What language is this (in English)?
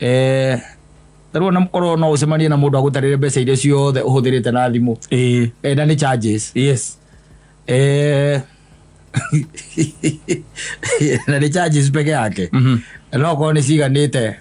Kikuyu